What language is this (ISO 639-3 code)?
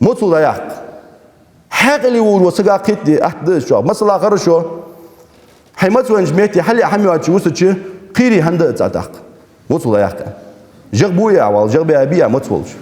inh